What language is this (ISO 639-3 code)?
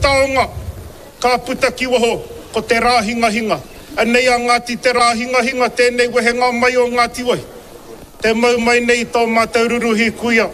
mri